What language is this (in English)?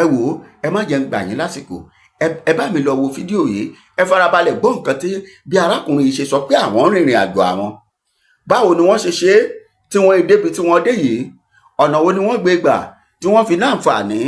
Yoruba